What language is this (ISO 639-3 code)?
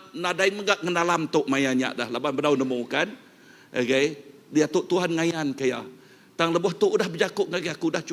iba